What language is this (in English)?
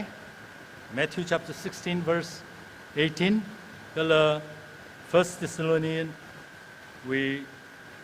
Tangkhul Naga (India)